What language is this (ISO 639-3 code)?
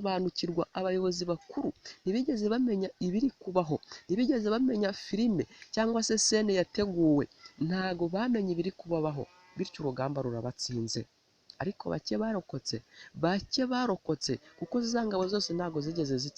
kin